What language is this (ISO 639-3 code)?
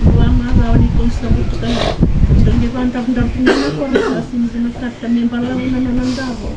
fij